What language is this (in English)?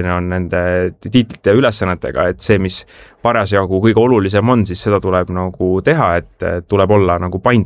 Estonian